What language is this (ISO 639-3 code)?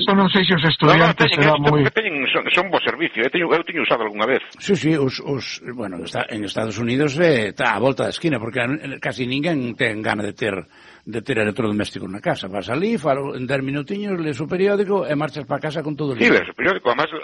glg